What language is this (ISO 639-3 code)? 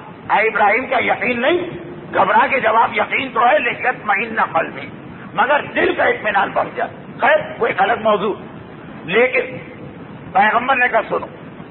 urd